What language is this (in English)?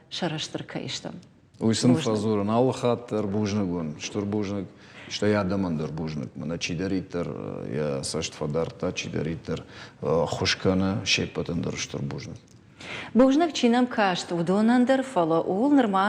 Ossetic